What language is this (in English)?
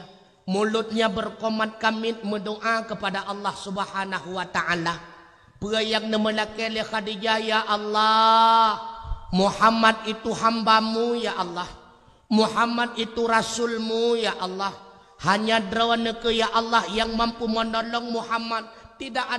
Achinese